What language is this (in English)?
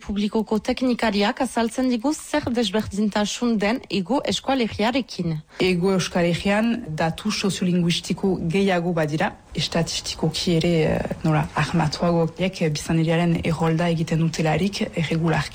Basque